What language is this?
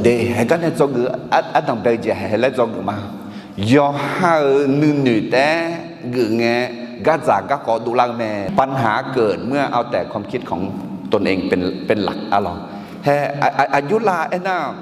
Akha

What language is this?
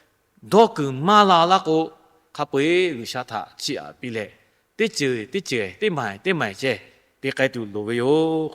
Lahu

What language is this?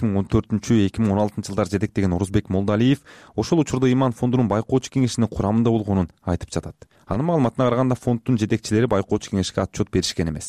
Kyrgyz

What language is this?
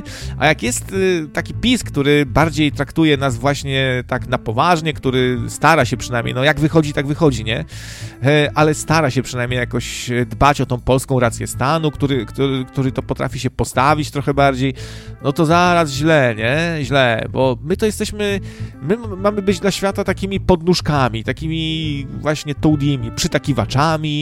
Polish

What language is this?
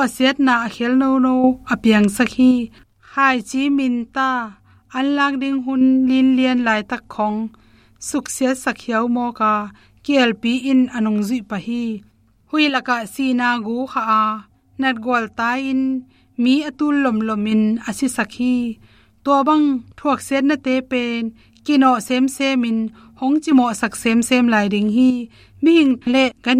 Tedim Chin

